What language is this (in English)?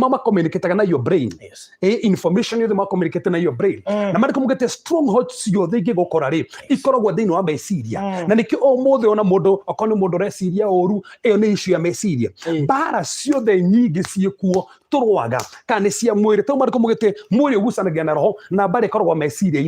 Kikuyu